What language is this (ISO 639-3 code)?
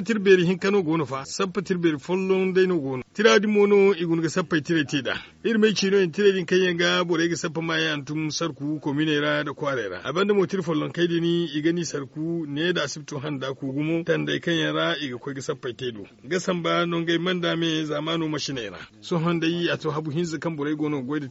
dje